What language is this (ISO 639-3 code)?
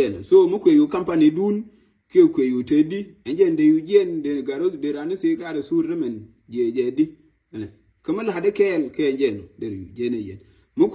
nus